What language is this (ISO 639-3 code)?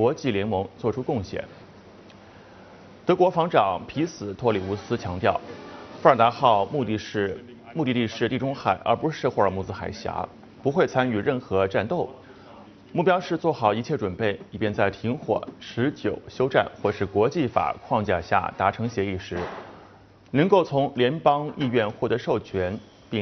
zho